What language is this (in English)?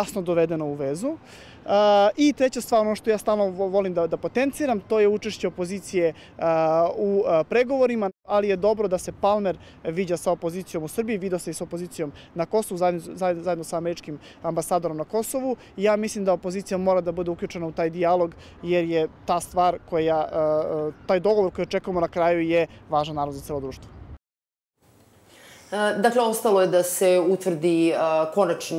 Serbian